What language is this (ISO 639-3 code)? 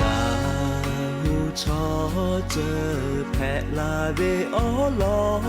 lhu